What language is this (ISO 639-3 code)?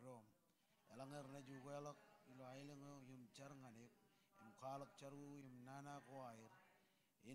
mah